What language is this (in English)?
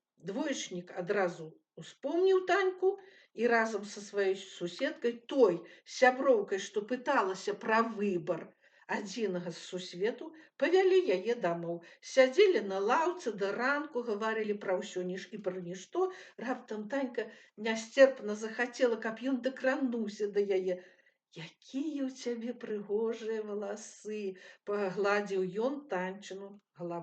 Belarusian